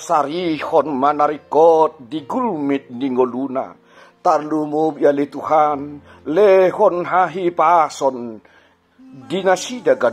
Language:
Batak Toba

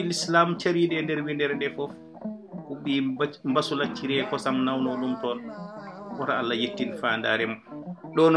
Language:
Fula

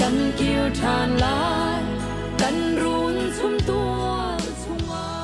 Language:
Hakha Chin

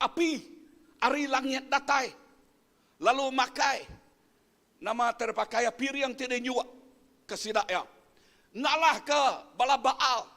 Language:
Iban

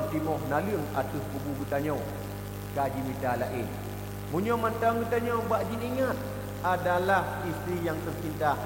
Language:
Achinese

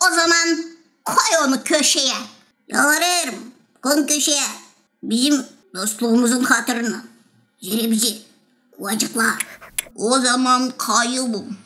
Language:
Gagauz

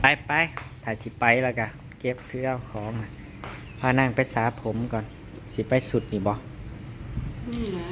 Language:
Northeastern Thai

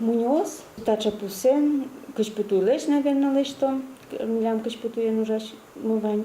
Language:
Udmurt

